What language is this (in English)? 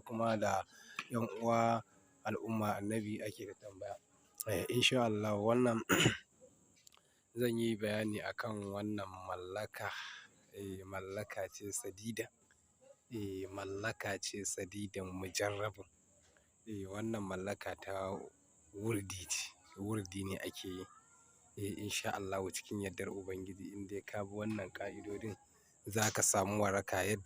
Hausa